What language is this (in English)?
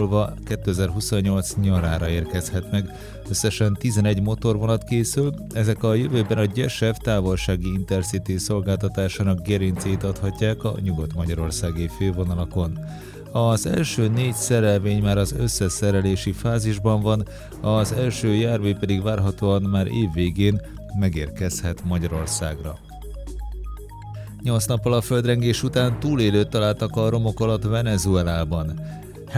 Hungarian